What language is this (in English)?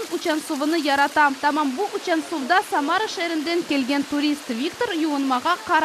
Crimean Tatar